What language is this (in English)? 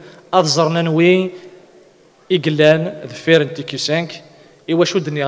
Kabyle